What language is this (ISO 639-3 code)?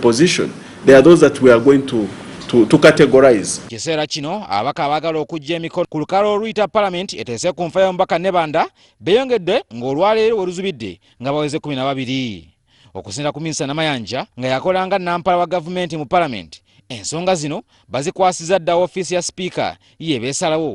lug